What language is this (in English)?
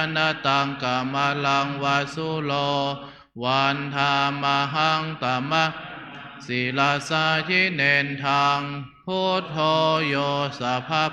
Pali